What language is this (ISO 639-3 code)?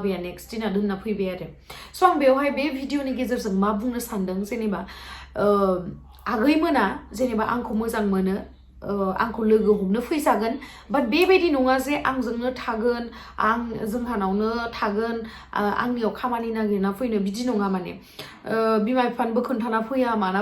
brx